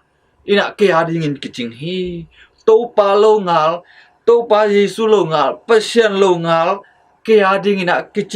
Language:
Tedim Chin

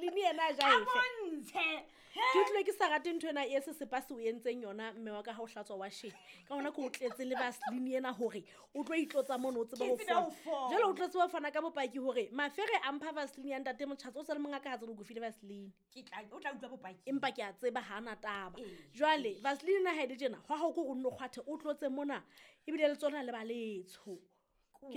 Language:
Southern Sotho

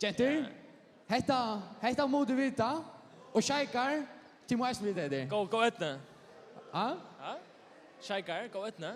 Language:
Faroese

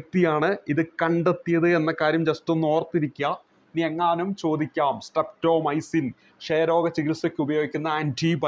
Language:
Malayalam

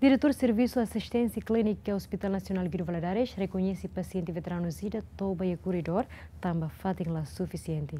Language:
Tetum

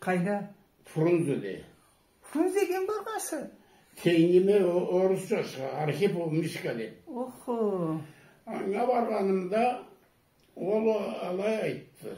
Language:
Karachay-Balkar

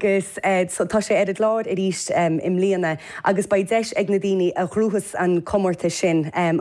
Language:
Irish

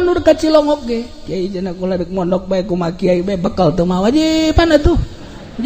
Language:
Sundanese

